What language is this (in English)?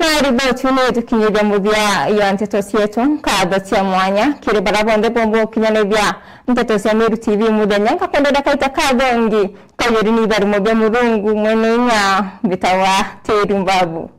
Meru